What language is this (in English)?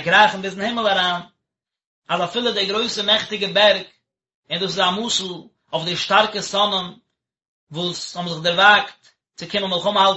Yiddish